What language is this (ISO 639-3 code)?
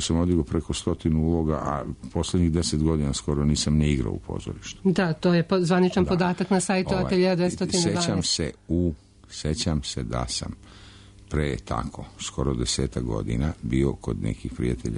srp